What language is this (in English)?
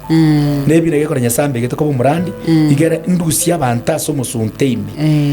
Gusii